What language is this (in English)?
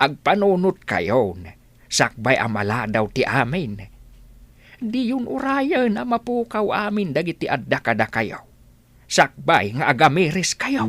Iloko